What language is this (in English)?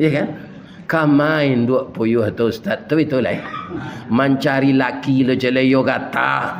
Minangkabau